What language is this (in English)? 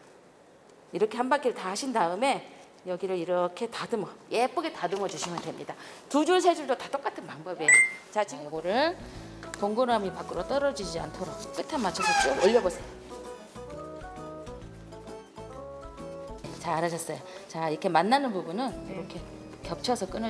Korean